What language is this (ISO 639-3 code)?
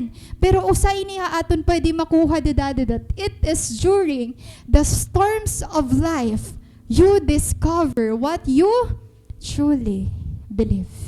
war